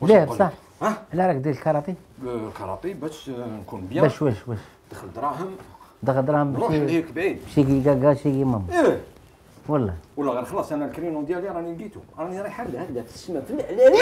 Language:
Algerian Arabic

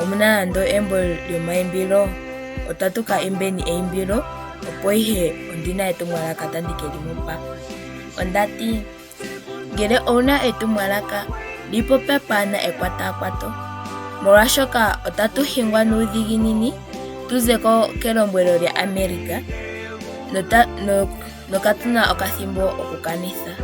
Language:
Ndonga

